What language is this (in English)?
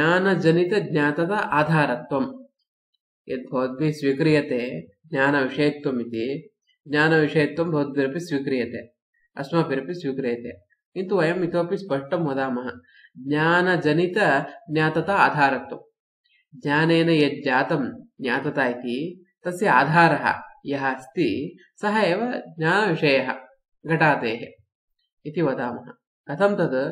Sanskrit